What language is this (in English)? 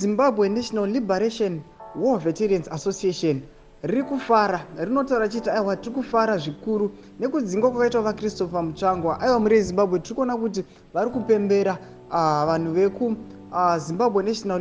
Shona